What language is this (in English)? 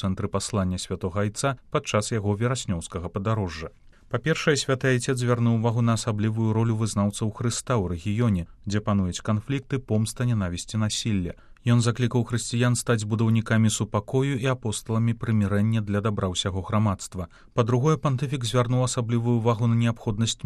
Belarusian